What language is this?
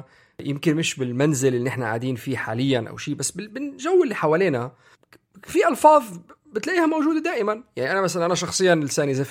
North Levantine Arabic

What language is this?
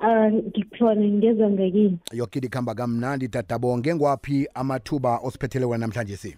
South Ndebele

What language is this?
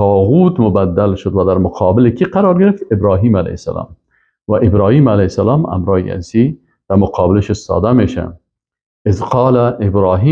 Persian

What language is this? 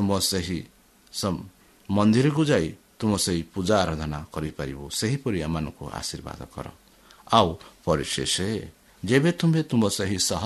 Odia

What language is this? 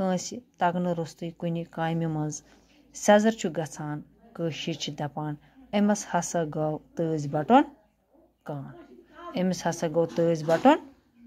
Kashmiri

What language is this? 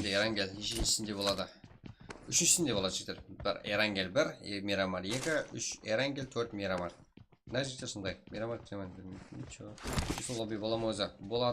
Kara-Kalpak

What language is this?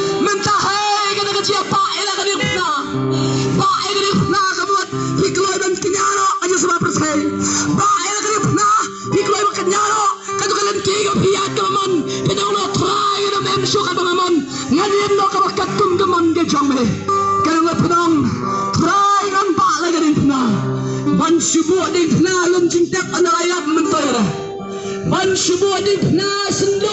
Khasi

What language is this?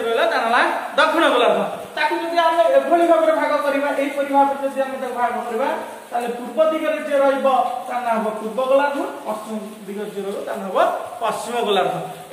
Odia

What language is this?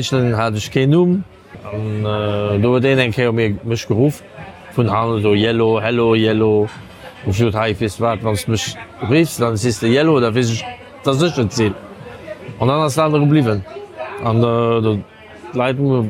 Luxembourgish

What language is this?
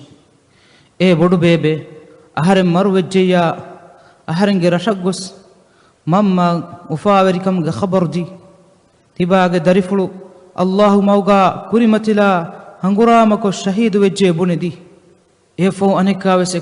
Divehi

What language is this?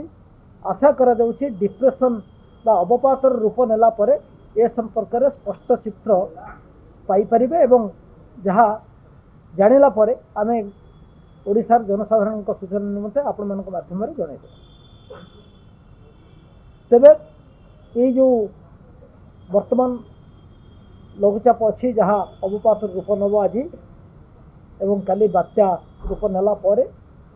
Odia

